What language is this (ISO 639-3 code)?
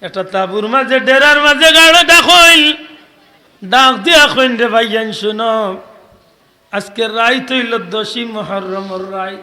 syl